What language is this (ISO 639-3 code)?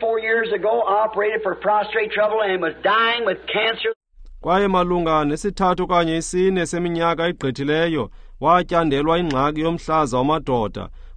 xho